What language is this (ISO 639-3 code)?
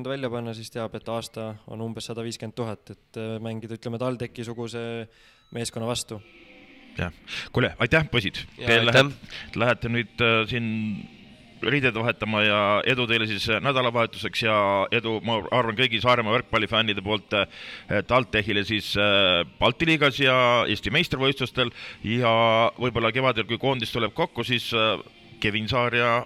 est